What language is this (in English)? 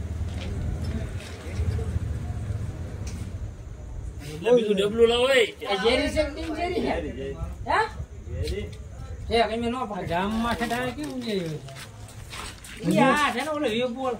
Gujarati